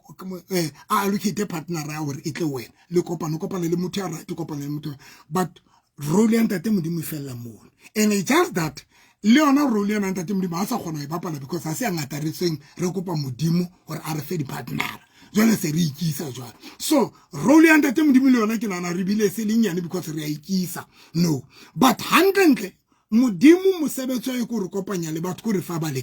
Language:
Southern Sotho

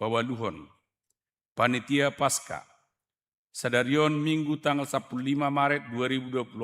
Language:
Batak Toba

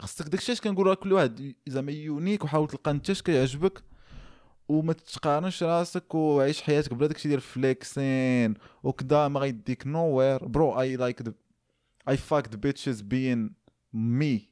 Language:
Moroccan Arabic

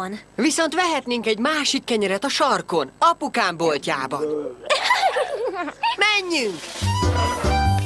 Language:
Hungarian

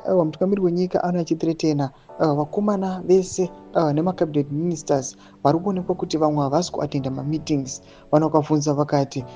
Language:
Shona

